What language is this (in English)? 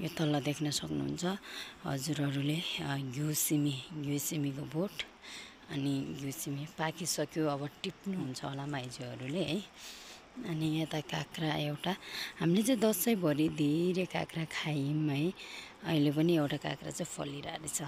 Nepali